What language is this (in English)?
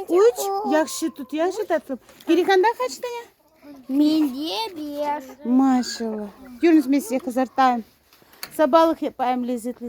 Crimean Tatar